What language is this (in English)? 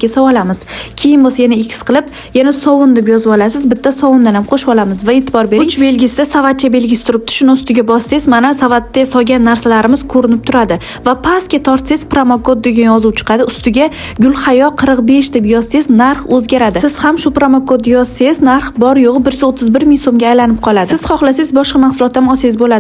Uzbek